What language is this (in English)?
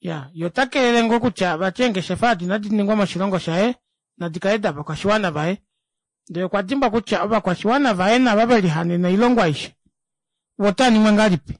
Kuanyama